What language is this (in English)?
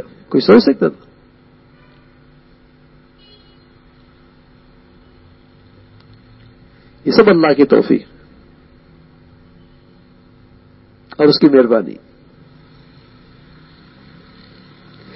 Urdu